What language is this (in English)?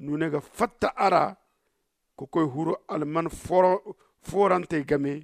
Zarma